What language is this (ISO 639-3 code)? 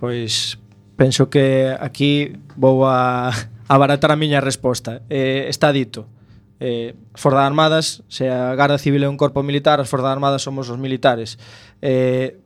glg